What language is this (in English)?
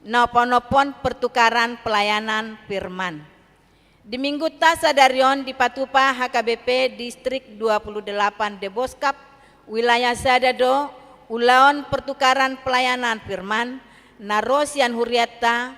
Batak Toba